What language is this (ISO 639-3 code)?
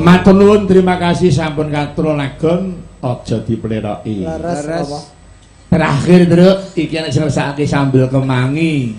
jav